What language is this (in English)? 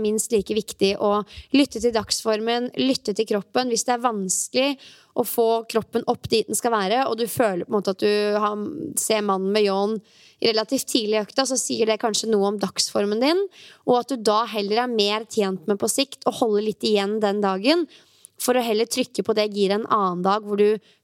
Norwegian